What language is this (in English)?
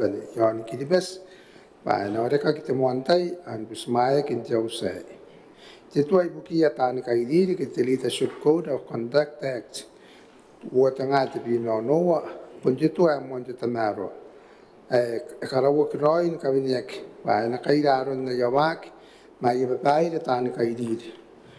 Gilbertese